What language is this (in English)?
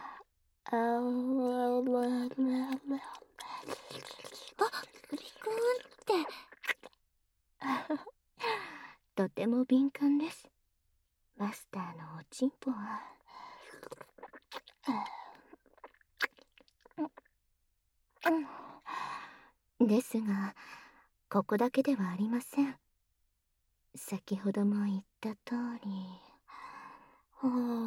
Japanese